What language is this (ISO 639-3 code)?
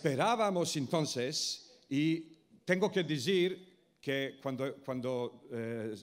lad